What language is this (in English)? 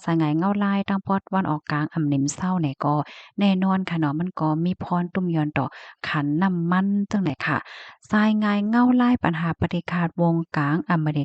Shan